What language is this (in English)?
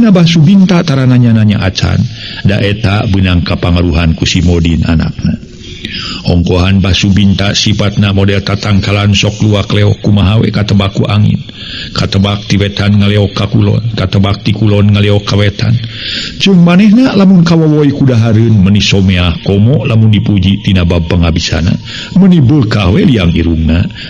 Sundanese